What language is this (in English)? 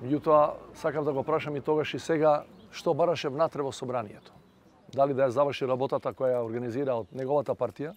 Macedonian